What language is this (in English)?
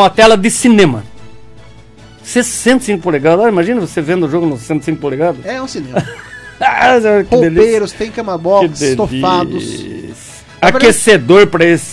Portuguese